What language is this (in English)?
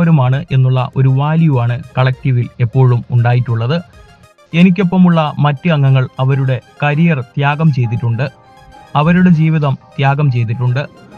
Malayalam